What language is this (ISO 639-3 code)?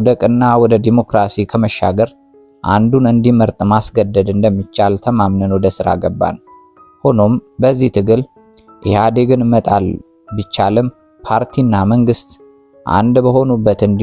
amh